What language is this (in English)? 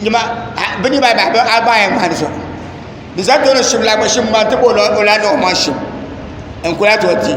Dagbani